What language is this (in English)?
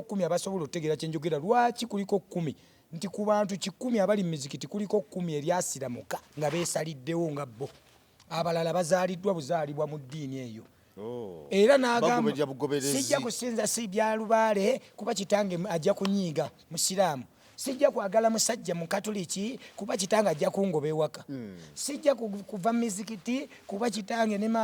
Ganda